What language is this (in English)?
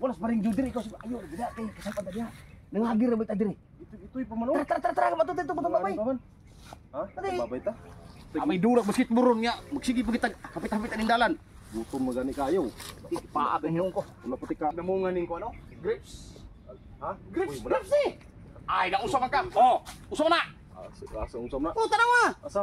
Cebuano